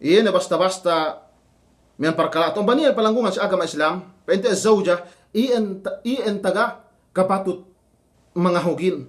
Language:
Yakan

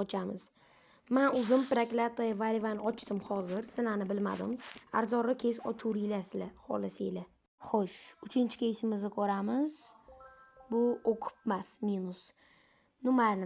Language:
Uzbek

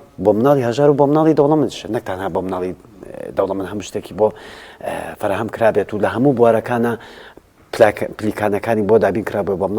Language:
Central Kurdish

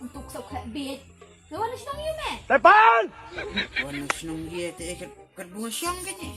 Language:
Khasi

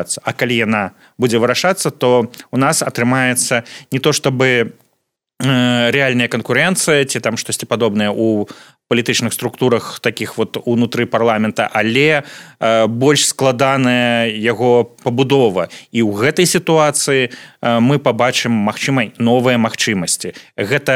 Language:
Belarusian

